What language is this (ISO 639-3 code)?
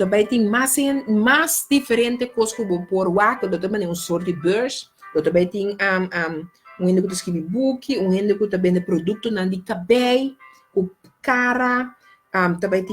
pap